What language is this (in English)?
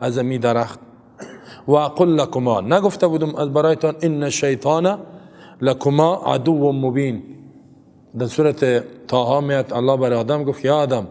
Persian